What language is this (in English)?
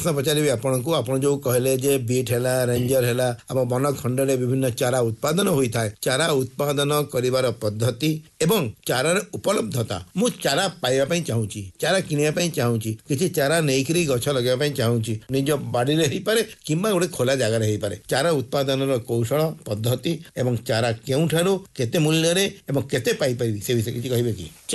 Odia